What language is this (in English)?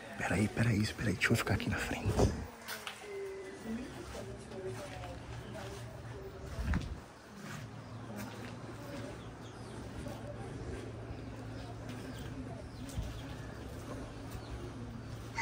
Portuguese